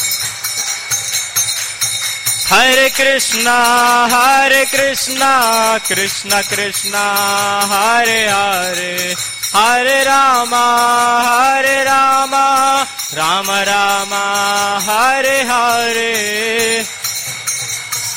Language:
Hindi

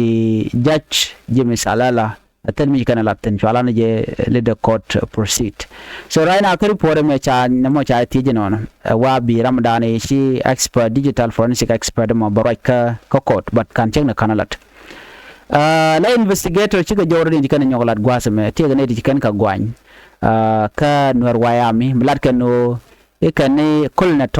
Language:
Nuer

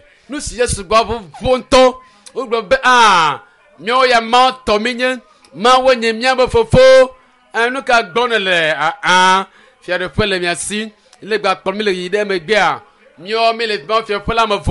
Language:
Ewe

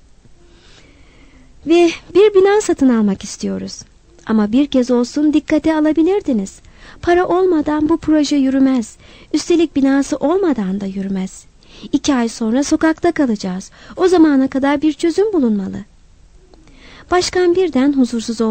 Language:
Turkish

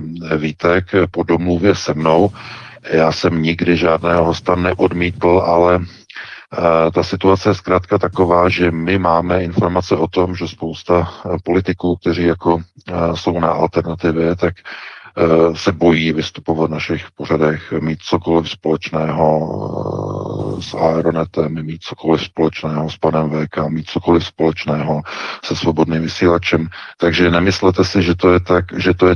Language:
Czech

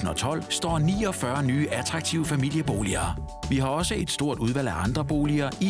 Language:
Danish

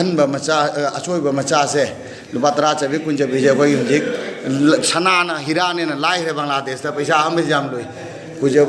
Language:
Manipuri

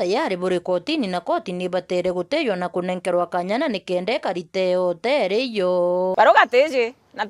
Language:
Meru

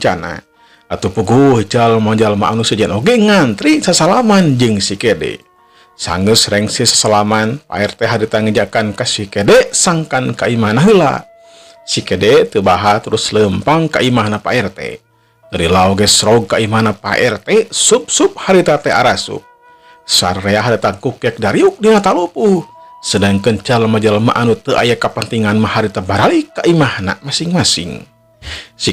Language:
Sundanese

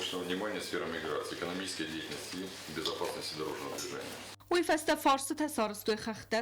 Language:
Ossetic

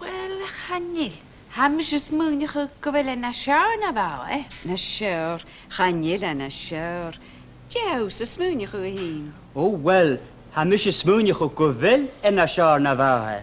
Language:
Scottish Gaelic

